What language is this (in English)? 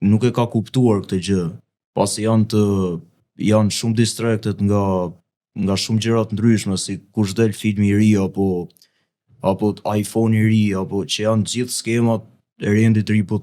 Albanian